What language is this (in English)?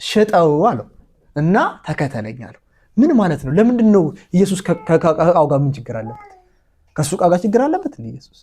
Amharic